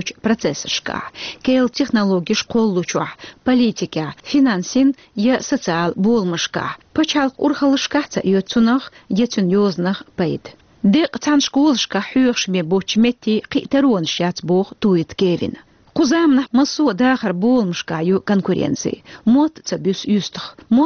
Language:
Chechen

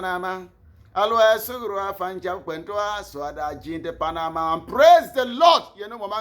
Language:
Bimoba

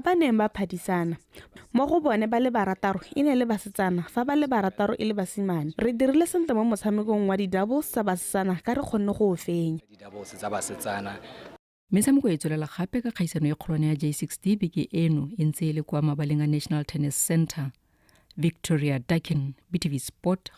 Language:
Tswana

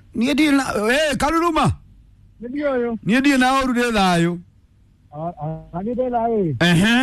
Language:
Kikuyu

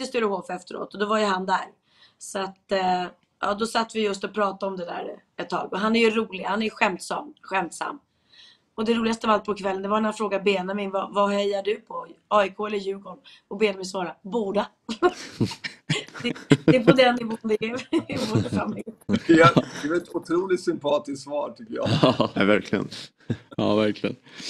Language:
Swedish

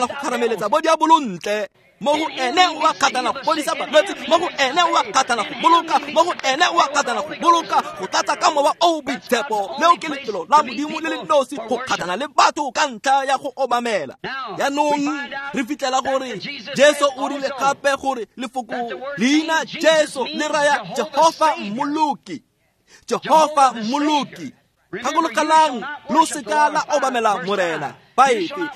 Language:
Tswana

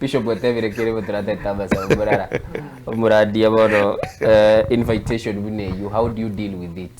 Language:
Gusii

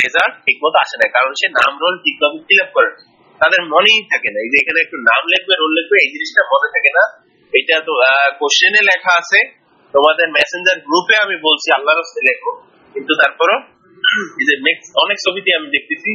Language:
Bangla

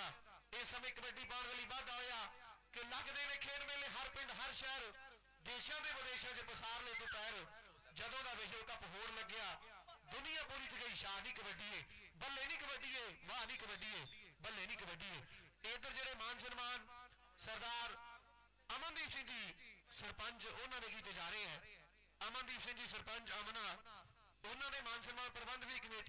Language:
Punjabi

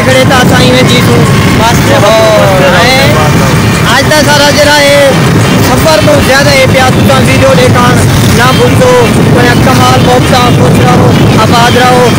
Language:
Saraiki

